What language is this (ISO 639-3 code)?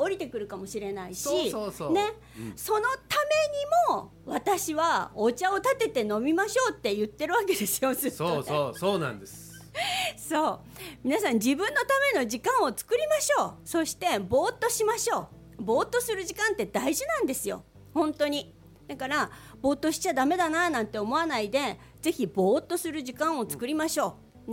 jpn